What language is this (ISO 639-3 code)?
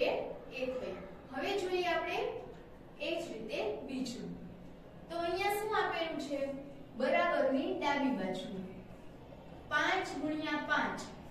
guj